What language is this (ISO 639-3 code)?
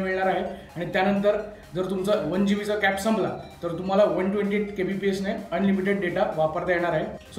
mar